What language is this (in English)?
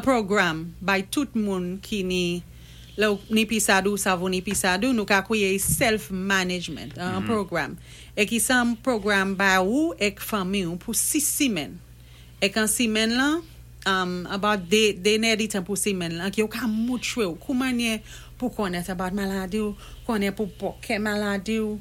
Saint Lucian Creole French